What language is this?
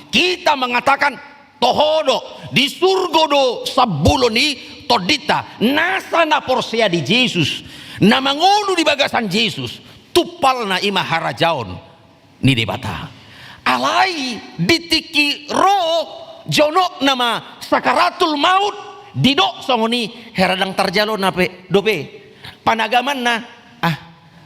Batak Toba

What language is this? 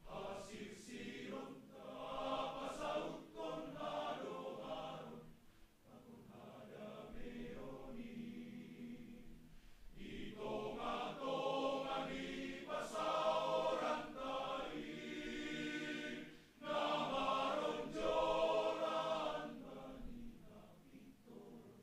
Batak Simalungun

